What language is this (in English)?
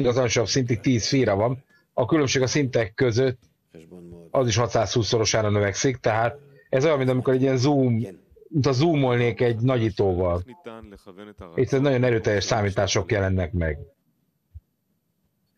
Hungarian